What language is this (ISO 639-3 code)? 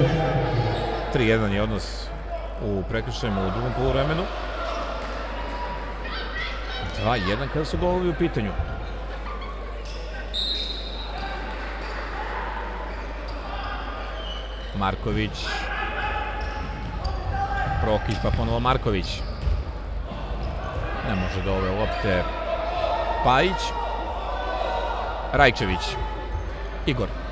srp